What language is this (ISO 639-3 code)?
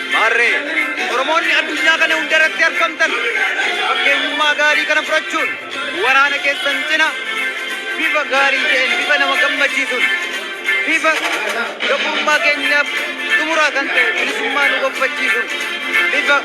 orm